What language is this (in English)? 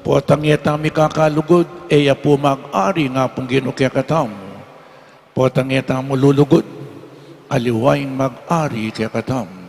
Pampanga